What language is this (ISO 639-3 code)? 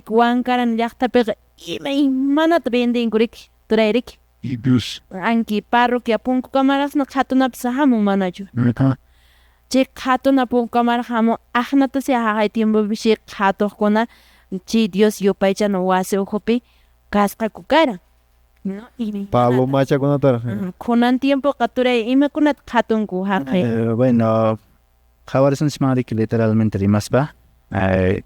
que